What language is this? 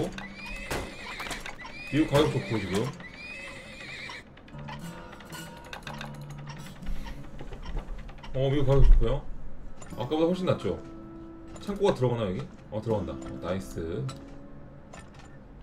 Korean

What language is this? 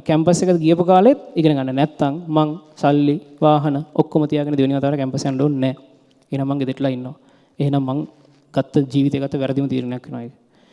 Sinhala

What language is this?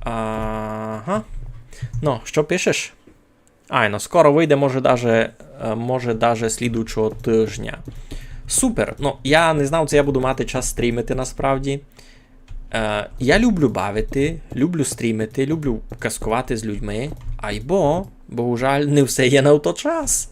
Rusyn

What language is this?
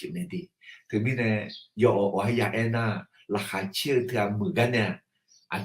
Akha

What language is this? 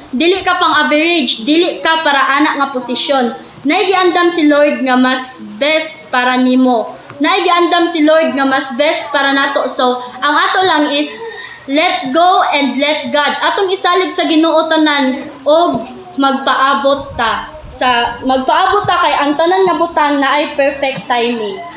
Cebuano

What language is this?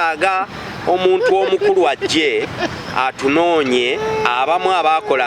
Ganda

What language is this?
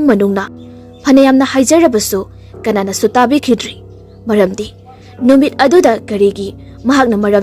Manipuri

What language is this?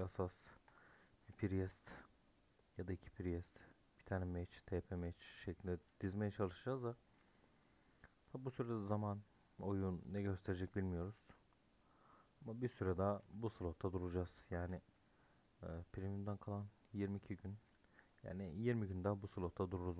Turkish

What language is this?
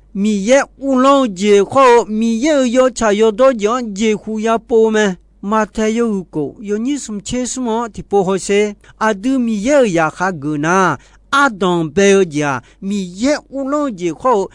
Akha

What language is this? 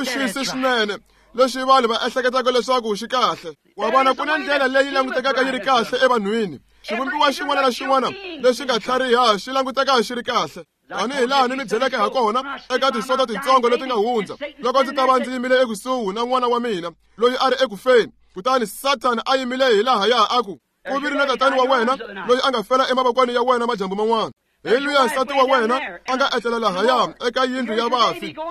Tsonga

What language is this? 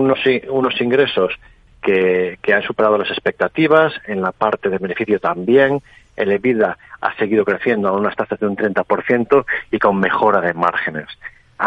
Spanish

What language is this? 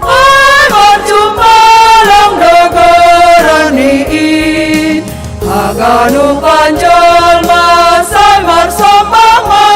Batak Simalungun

